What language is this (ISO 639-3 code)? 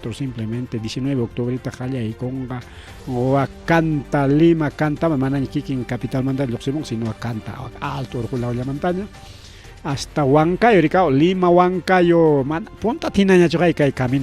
quy